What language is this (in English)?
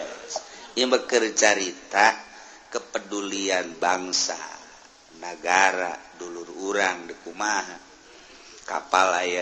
Sundanese